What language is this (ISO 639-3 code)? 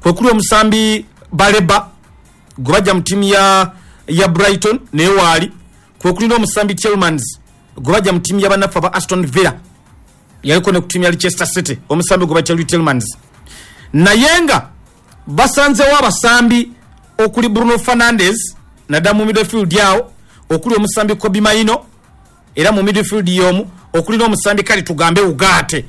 lug